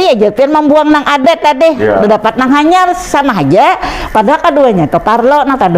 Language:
Banjar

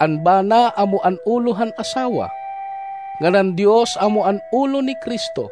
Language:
Waray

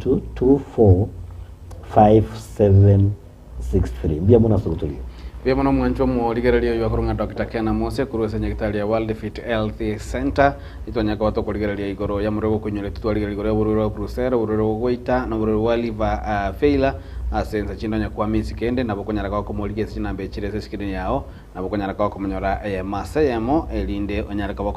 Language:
Gusii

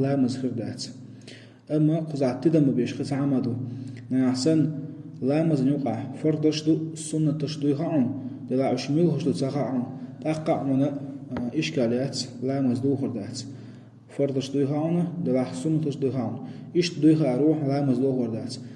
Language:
Chechen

